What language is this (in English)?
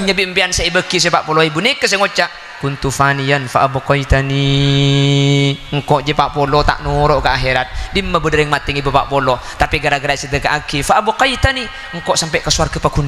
Madurese